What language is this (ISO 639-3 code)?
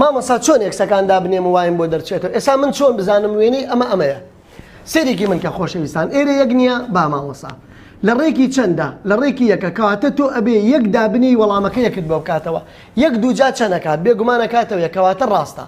ckb